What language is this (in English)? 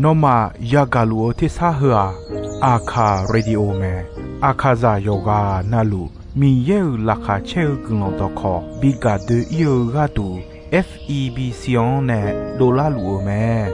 Akha